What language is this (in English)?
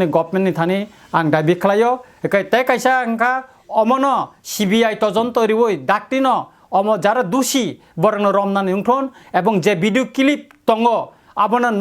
Kok Borok